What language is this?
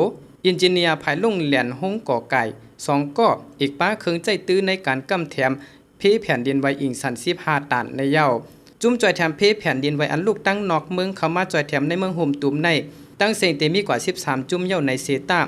Shan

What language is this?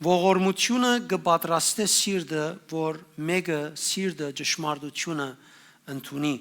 Western Armenian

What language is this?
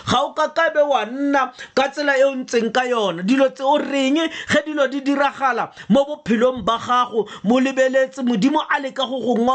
Tswana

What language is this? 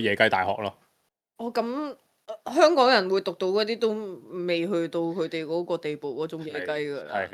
Cantonese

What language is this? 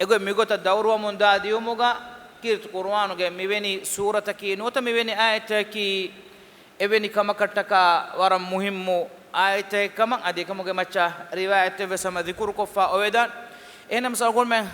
Divehi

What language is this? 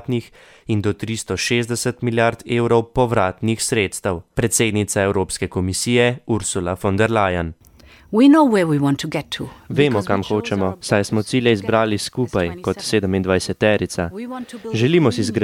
Slovenian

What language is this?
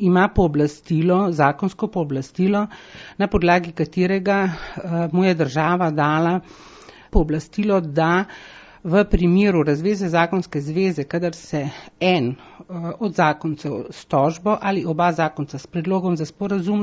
Slovenian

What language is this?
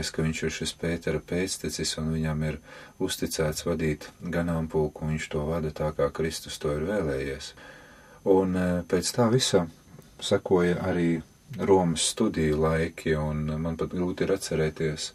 Latvian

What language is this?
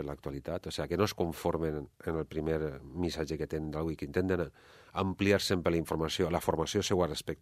Catalan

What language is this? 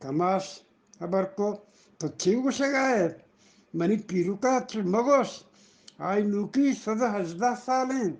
Eastern Balochi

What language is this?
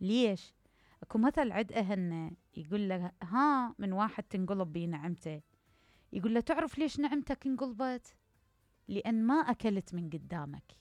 Mesopotamian Arabic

